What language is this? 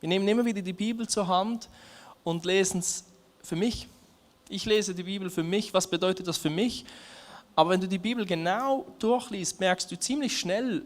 Swiss German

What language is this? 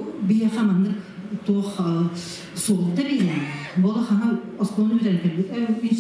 Yakut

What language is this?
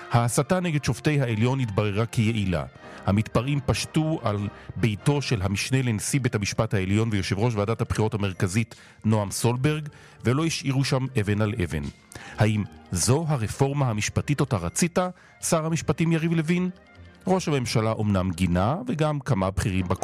Hebrew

